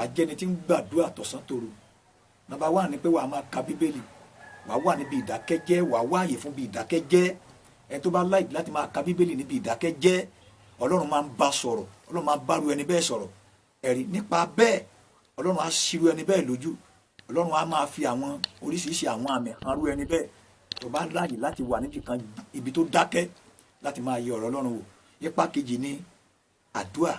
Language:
Yoruba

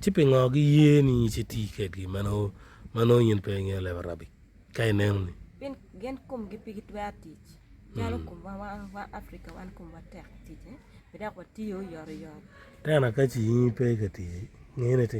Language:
Acoli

